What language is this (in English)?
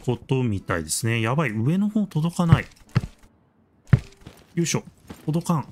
Japanese